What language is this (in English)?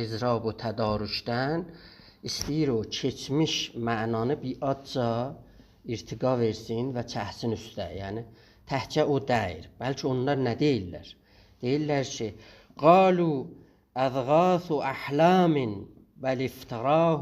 South Azerbaijani